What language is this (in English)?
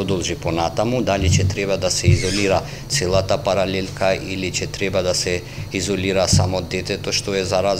Macedonian